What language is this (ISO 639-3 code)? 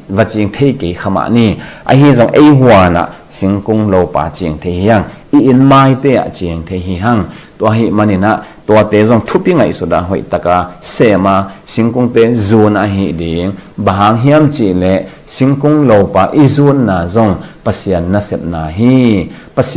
ctd